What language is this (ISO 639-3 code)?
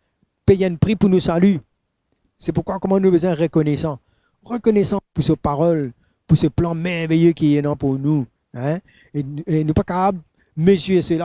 mfe